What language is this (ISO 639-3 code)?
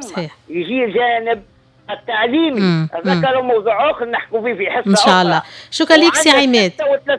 aeb